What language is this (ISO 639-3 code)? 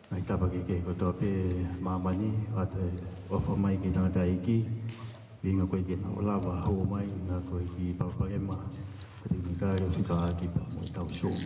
ton